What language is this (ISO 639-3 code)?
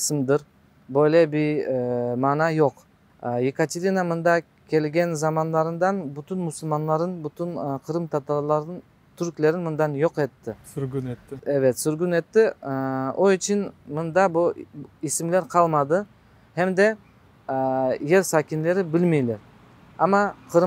crh